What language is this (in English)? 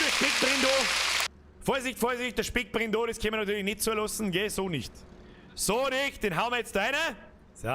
Bavarian